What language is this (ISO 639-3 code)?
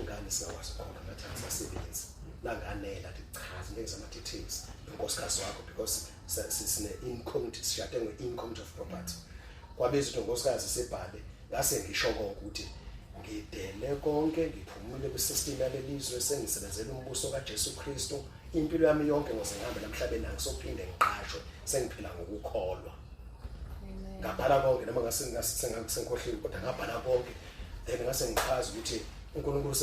zul